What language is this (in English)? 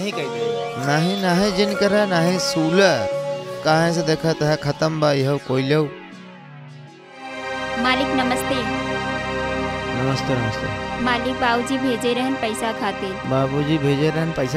Bhojpuri